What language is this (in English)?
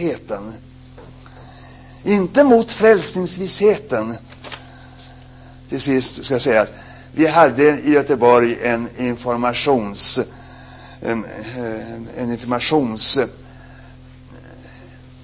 Swedish